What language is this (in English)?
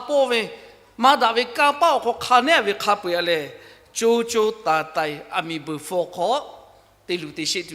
Lahu